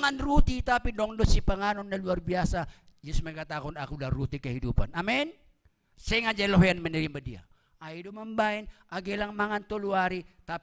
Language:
Batak Simalungun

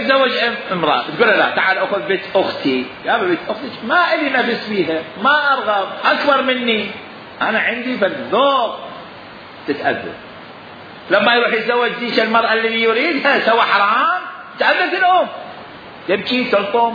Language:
Mesopotamian Arabic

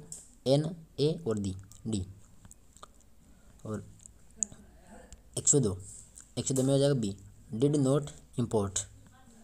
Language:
Hindi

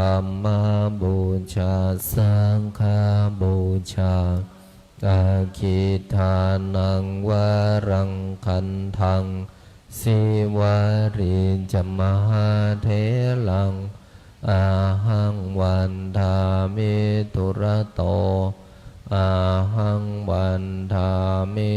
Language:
Pali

